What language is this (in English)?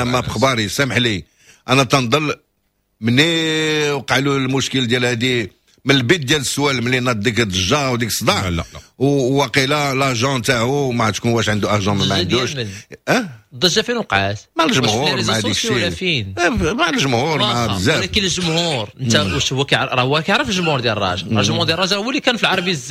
Moroccan Arabic